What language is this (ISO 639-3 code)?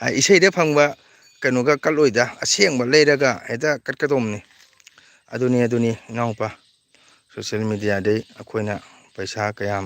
mni